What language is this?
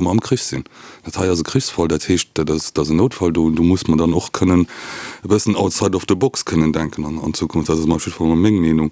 Luxembourgish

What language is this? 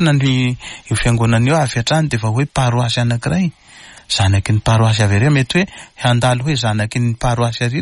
Malagasy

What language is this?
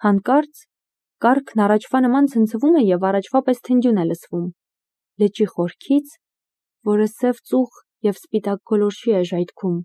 Armenian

